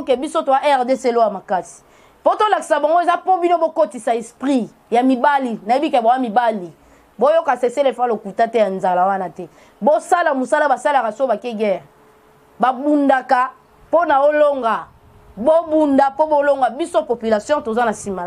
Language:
Lingala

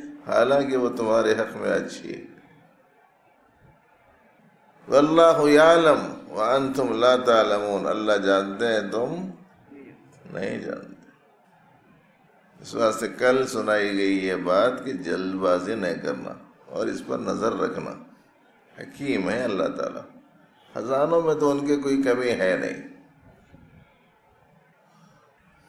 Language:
Urdu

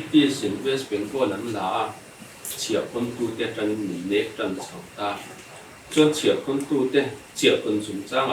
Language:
Mizo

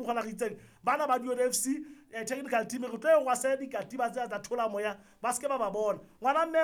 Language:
Southern Sotho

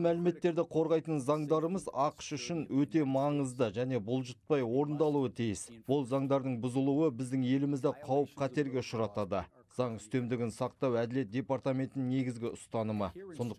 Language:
Kazakh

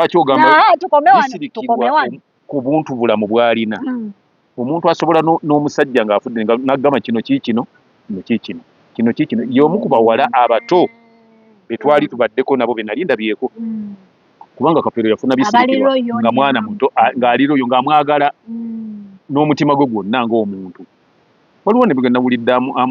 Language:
Ganda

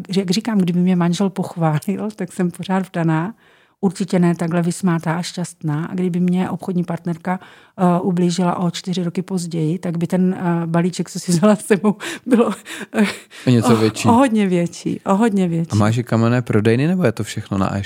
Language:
Czech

